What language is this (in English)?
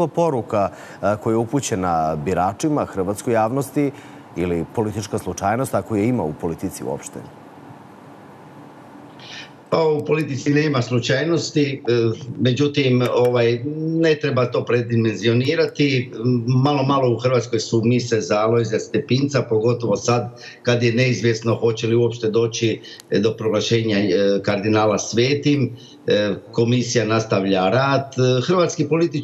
Croatian